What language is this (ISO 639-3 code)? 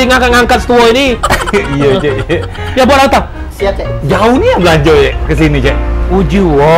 mui